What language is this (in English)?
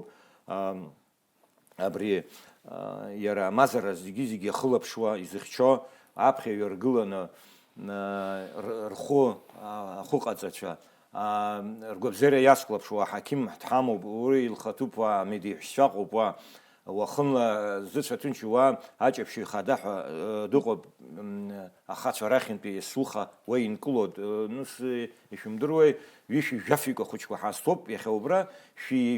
Abkhazian